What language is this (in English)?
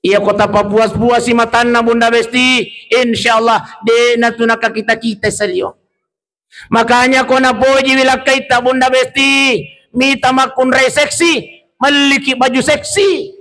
Buginese